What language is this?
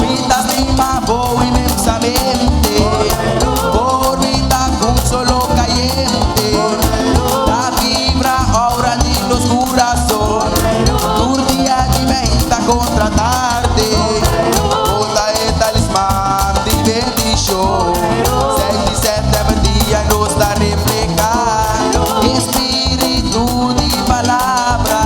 Papiamento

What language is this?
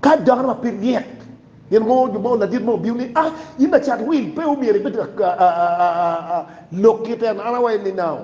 Acoli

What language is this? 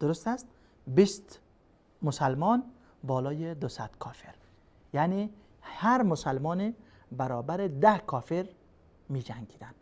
Persian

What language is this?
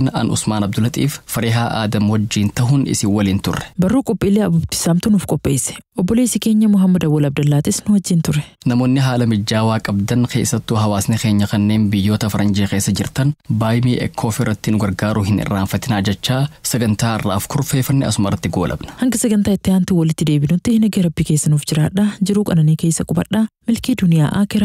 Oromo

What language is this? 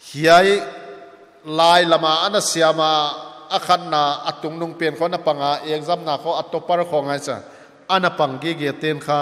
Paite Chin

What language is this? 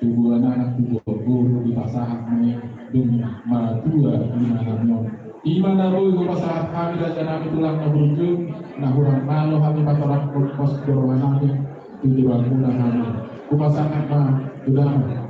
Batak Toba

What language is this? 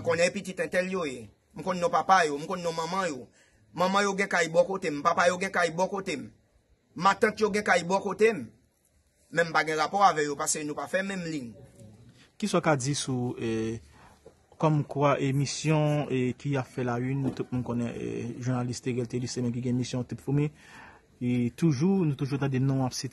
Haitian Creole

